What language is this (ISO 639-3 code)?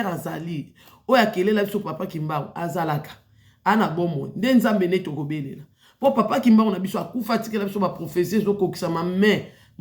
lin